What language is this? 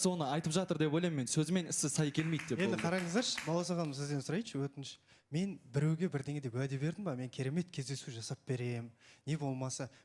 Kazakh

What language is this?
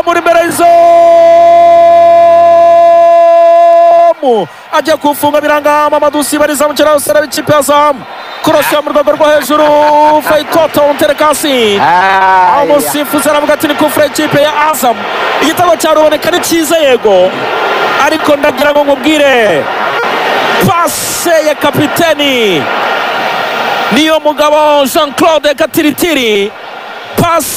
Kinyarwanda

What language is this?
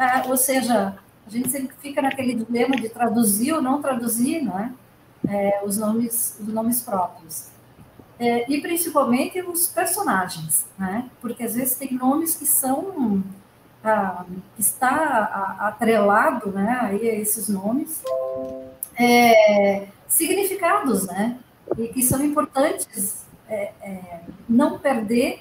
Portuguese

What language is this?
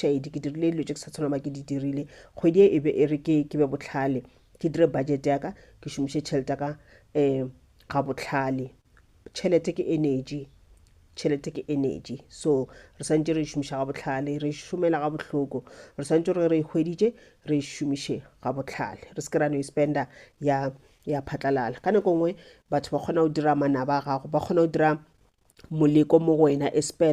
Northern Sotho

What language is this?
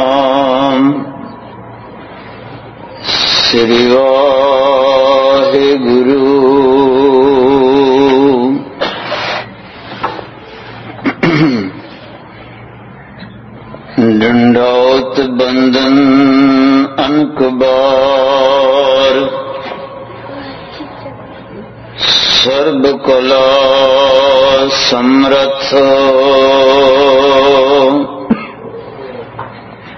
Punjabi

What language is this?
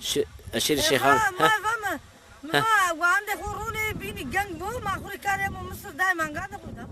Zaza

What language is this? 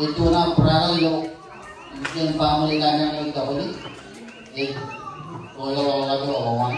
Marshallese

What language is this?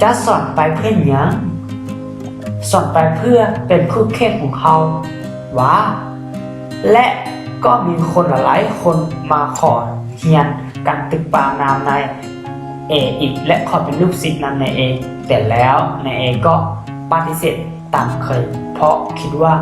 Lao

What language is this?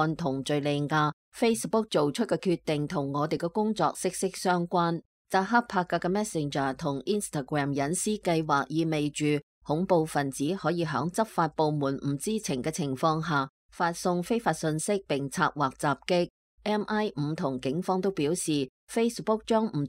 Cantonese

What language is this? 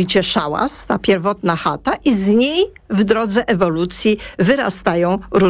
Polish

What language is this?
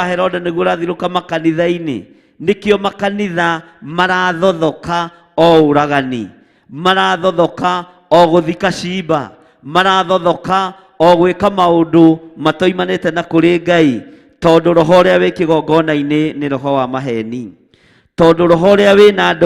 Kikuyu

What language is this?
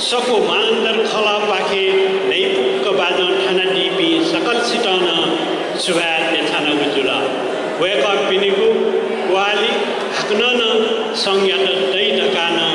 Newari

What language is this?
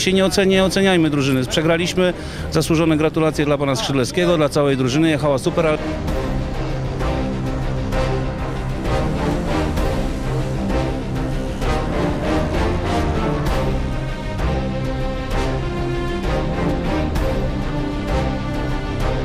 Polish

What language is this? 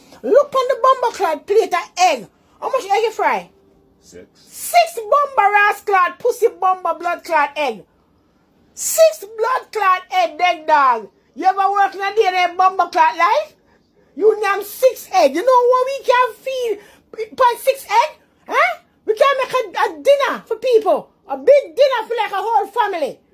Jamaican Creole English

